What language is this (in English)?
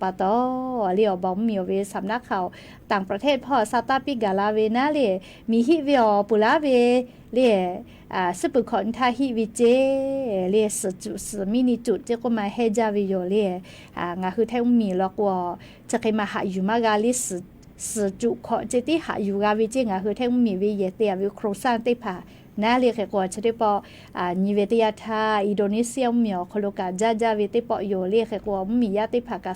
Lahu